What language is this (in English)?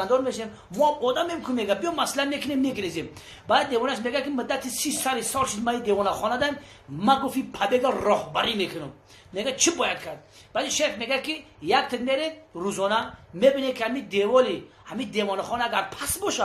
Tajik